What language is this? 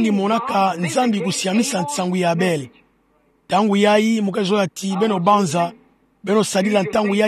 Kituba (Democratic Republic of Congo)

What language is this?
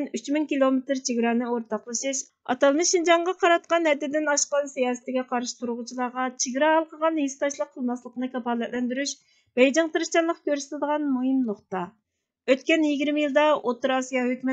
Uyghur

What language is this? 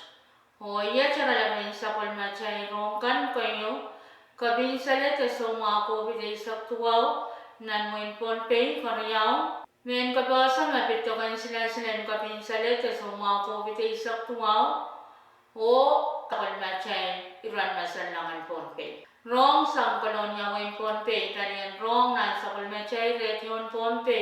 Pohnpeian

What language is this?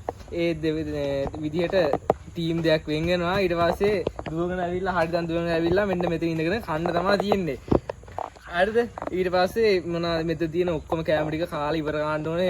Sinhala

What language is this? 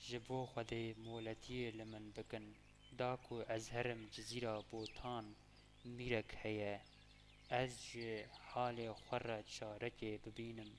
Kurdish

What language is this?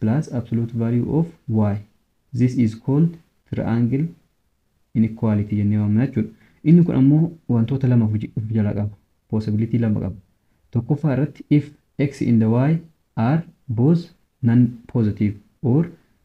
Oromo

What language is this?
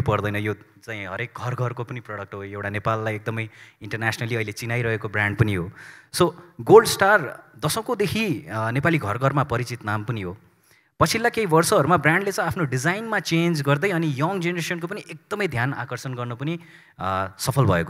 Nepali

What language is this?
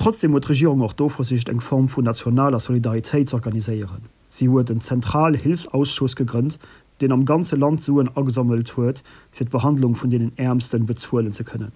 Luxembourgish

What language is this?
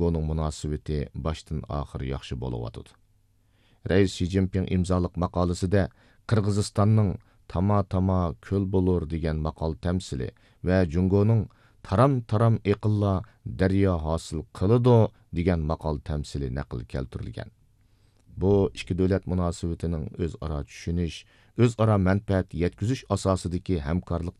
Uyghur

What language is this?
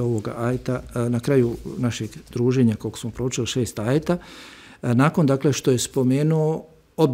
Bosnian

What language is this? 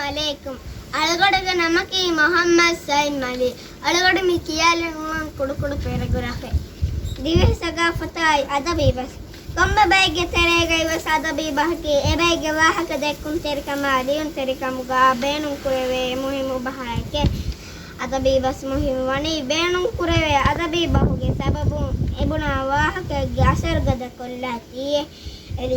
Divehi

